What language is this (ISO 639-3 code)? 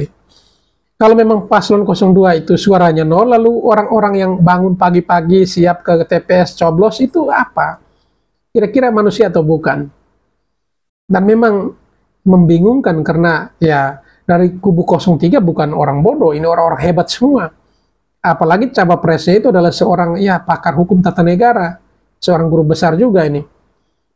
ind